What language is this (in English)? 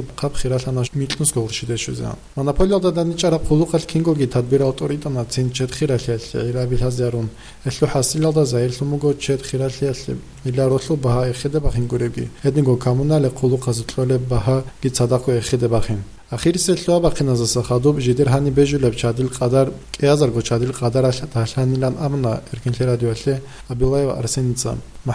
Avaric